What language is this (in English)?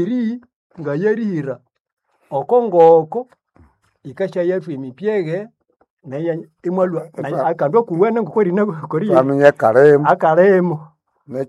Nande